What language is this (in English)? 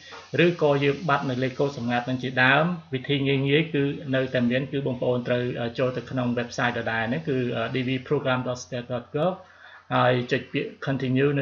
Khmer